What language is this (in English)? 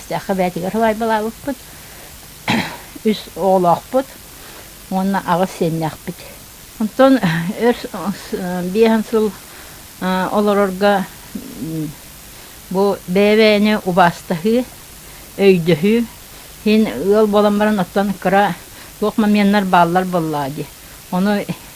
Yakut